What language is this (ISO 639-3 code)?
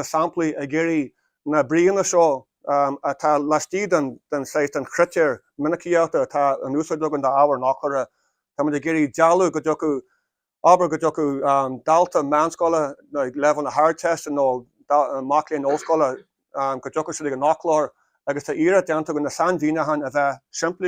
gle